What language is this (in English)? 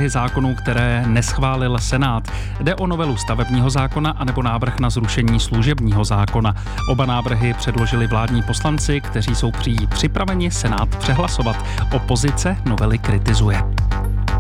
Czech